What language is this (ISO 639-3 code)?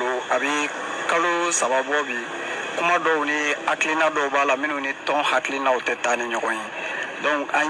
bam